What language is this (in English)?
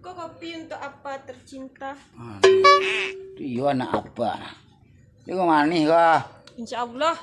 Minangkabau